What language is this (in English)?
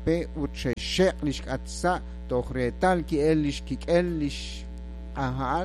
Kekchí